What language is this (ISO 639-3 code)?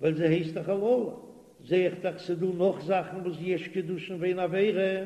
yid